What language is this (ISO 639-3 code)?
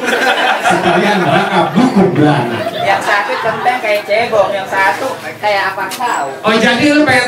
bew